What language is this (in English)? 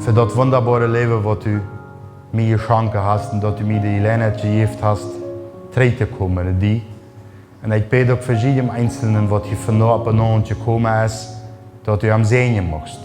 Plautdietsch